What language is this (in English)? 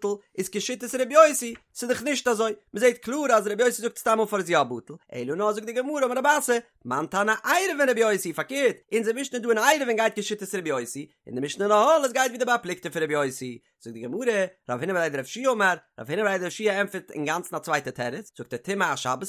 Yiddish